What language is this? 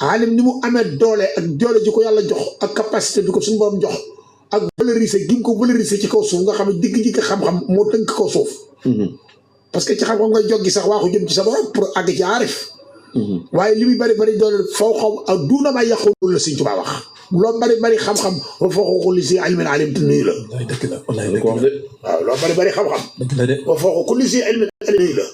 Wolof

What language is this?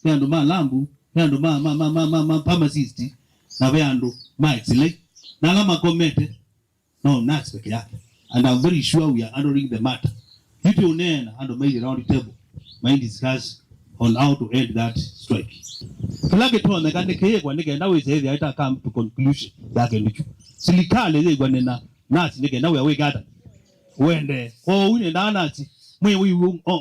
Kamba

